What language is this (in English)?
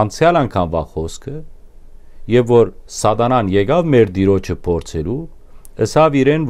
Western Armenian